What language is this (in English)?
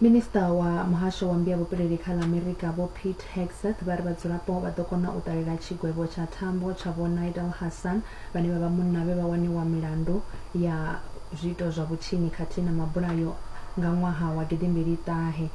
Venda